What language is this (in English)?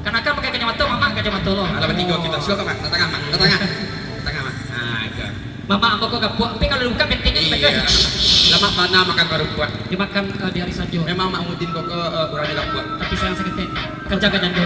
Minangkabau